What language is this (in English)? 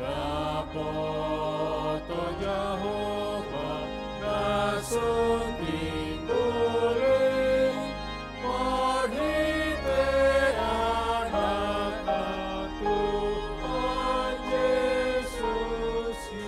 Batak Toba